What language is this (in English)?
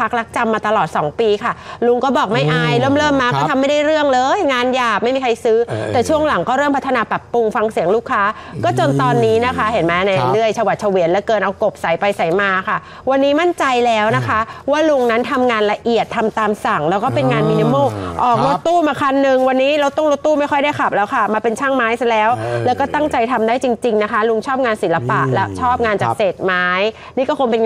Thai